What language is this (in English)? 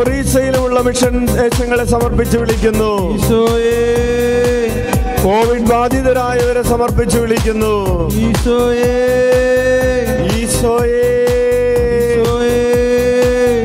Malayalam